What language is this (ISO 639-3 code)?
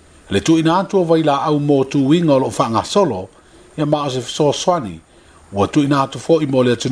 smo